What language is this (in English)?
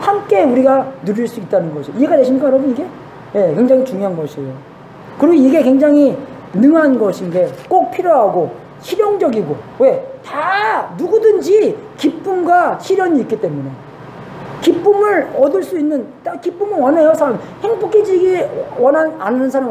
Korean